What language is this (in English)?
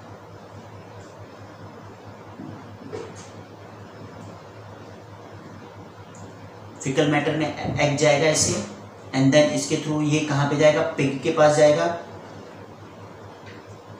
Hindi